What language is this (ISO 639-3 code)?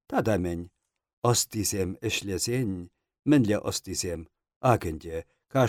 chv